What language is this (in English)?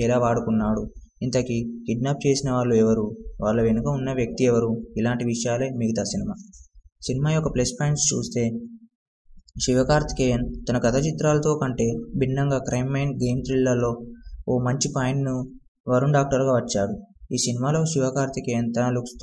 Telugu